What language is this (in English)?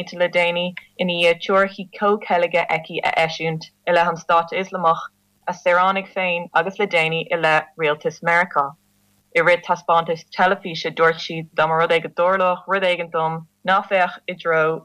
Irish